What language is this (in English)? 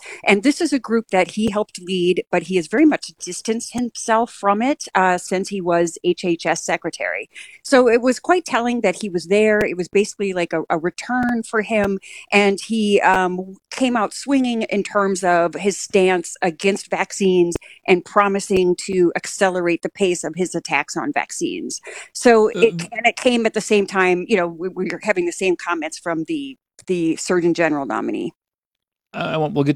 English